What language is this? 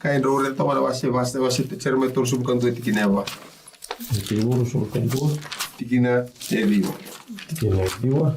Fijian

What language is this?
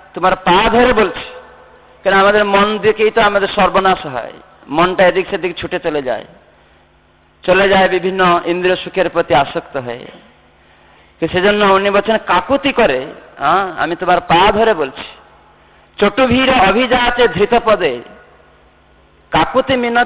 Bangla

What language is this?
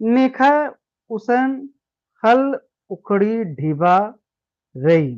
Kurukh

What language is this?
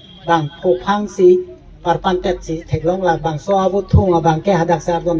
Karbi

